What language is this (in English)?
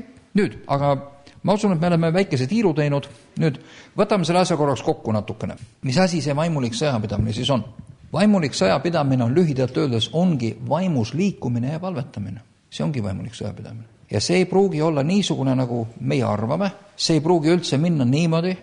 Estonian